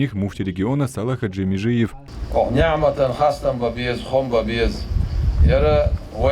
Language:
Chechen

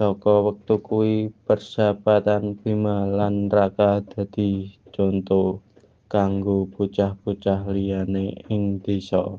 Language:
Javanese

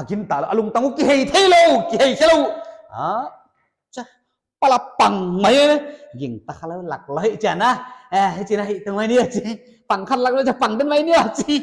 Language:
Paite Chin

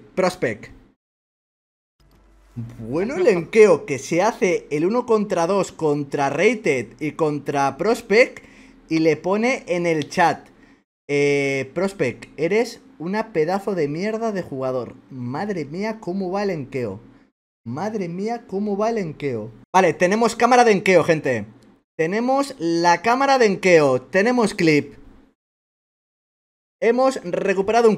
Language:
Spanish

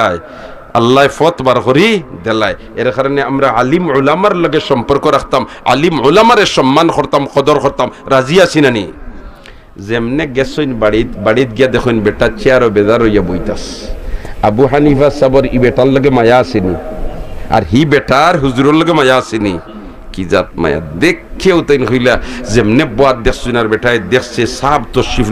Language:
Sylheti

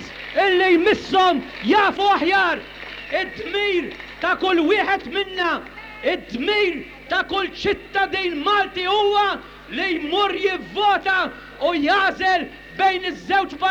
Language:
Maltese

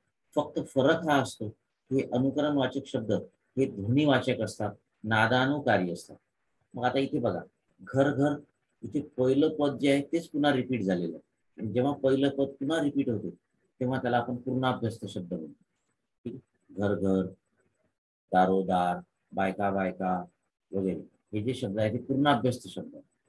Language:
Marathi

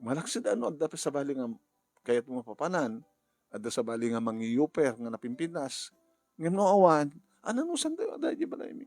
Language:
Iloko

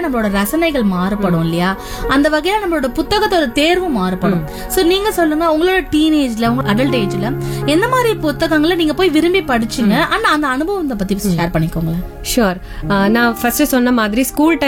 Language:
Tamil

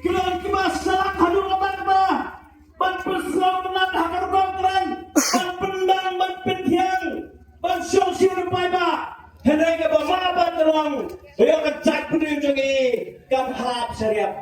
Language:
Khasi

